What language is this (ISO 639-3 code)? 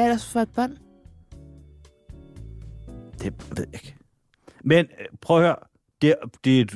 dan